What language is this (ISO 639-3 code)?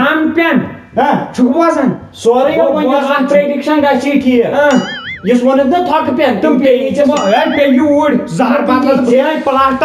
kas